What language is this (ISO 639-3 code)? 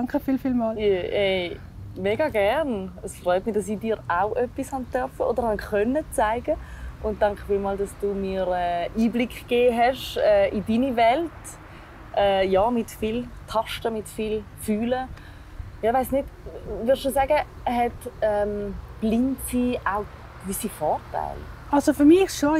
gsw